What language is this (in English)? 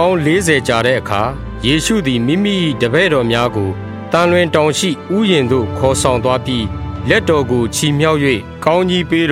Burmese